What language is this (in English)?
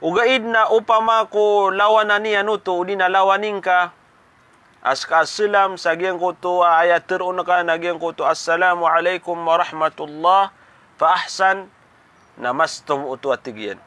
Maranao